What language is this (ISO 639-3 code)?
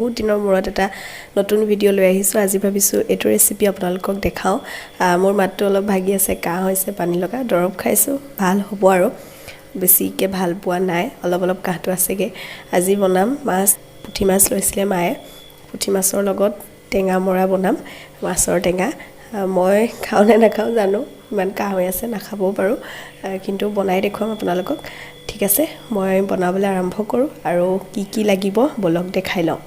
asm